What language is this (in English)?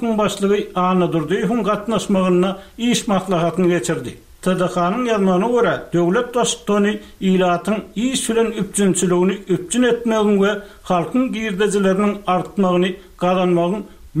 Turkmen